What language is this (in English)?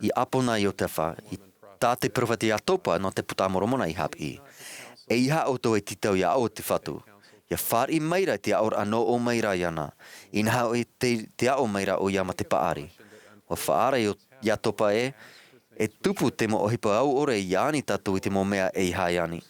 Tahitian